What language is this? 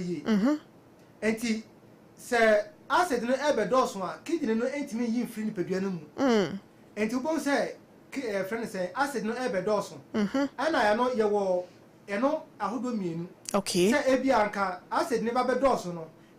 Akan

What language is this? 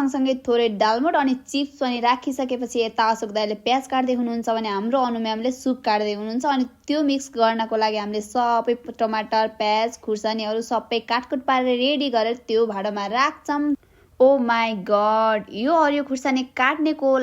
Nepali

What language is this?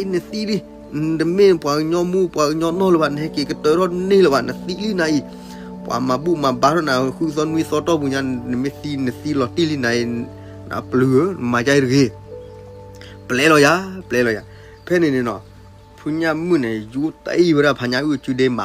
S'gaw Karen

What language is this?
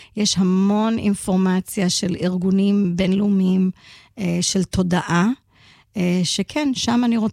Hebrew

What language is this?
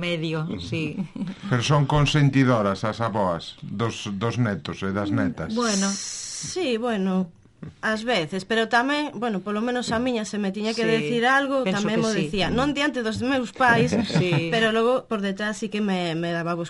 Galician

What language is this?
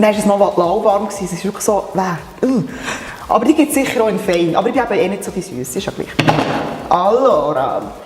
Swiss German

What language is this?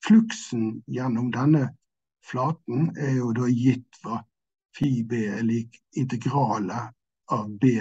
Norwegian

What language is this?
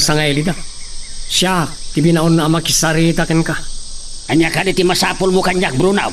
Iloko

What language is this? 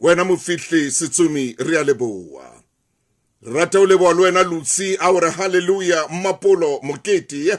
Southern Sotho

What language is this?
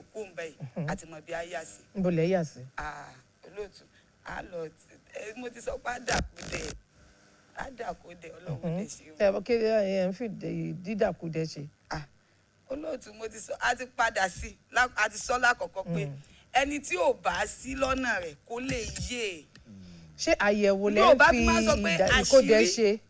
Yoruba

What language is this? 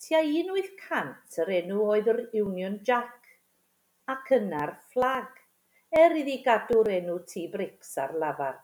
Welsh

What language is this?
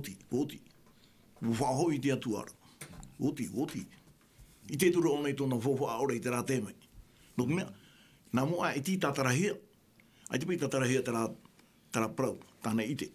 Tahitian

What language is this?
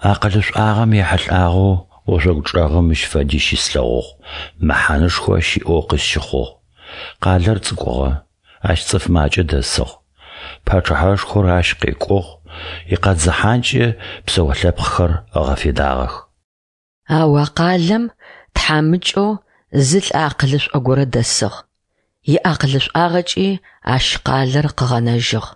Adyghe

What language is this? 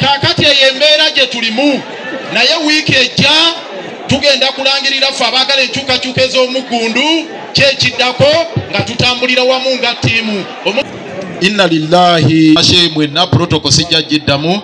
Ganda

